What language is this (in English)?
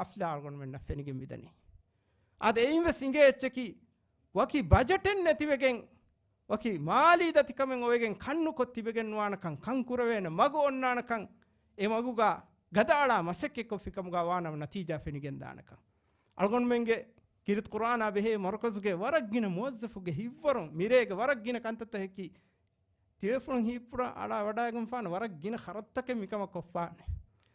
Divehi